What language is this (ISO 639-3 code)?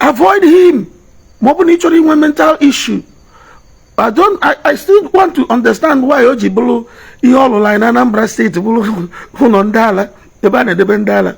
ibo